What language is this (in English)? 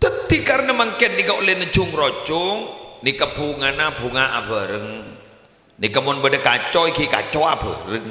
Madurese